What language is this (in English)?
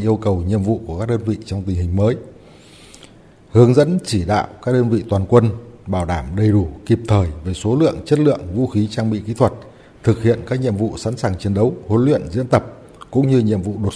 Vietnamese